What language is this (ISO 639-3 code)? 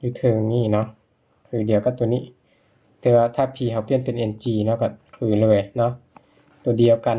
lao